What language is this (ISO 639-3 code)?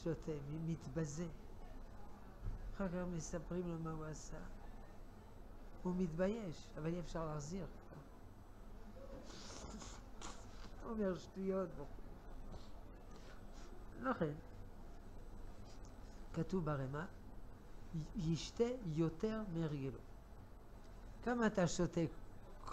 heb